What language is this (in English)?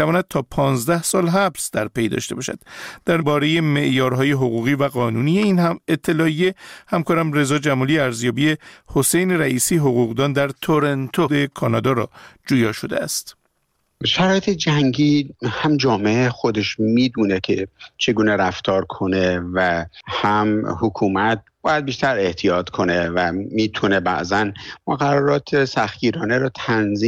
Persian